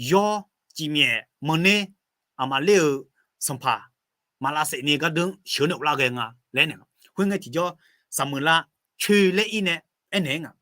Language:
Akha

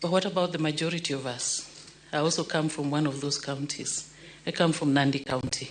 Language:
Luo (Kenya and Tanzania)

